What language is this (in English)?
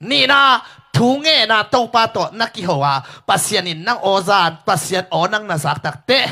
Tedim Chin